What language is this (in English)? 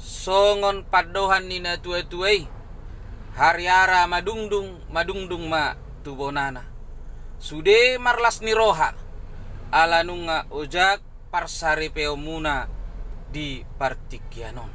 Batak Toba